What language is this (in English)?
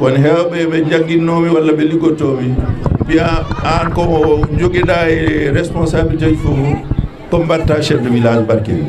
Fula